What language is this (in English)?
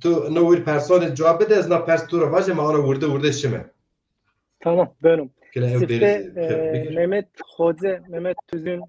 Zaza